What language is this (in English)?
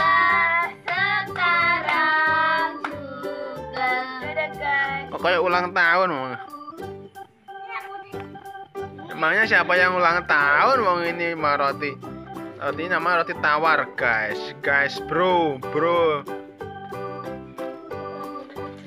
Indonesian